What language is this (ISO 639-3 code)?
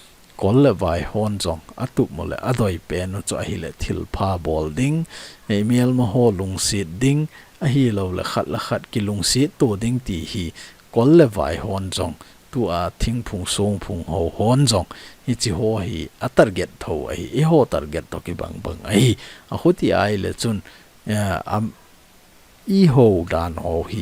tcz